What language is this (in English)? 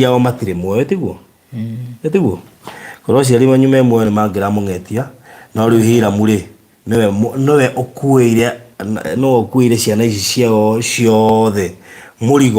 Kikuyu